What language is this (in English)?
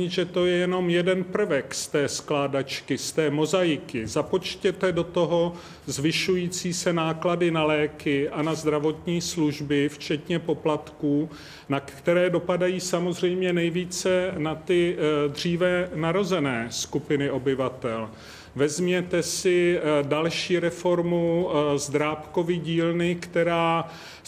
Czech